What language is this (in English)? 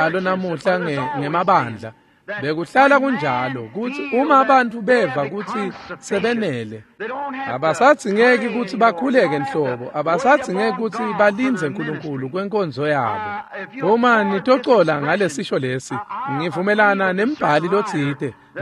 Swati